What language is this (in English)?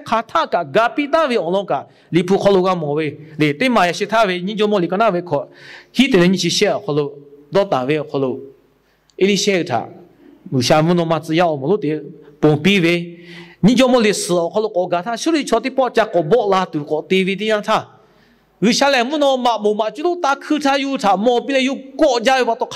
Lahu